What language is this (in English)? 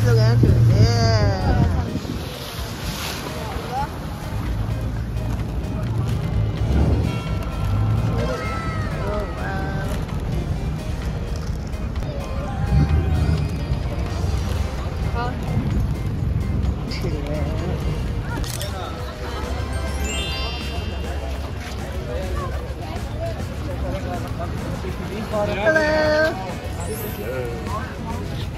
Thai